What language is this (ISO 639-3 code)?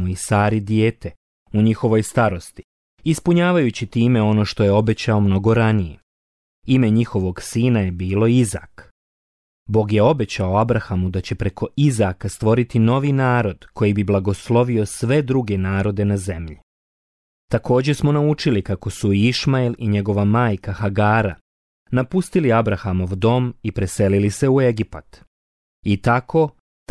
bos